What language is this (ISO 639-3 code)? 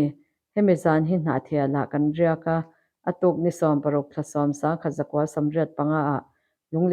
lus